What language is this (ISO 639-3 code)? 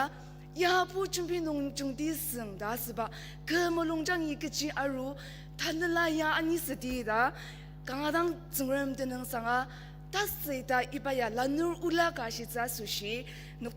njo